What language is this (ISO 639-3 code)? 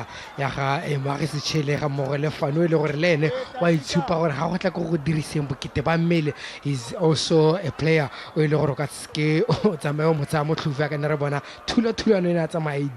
tsn